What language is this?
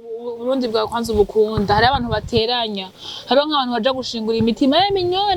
Rundi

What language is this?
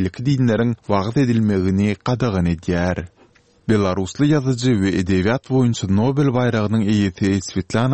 Turkmen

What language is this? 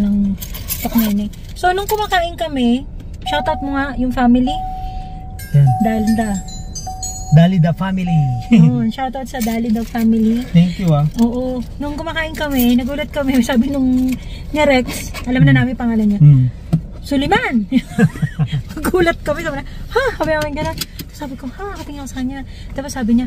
Filipino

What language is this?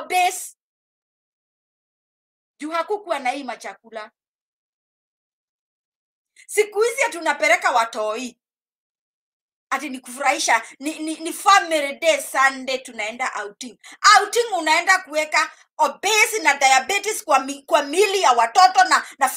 Swahili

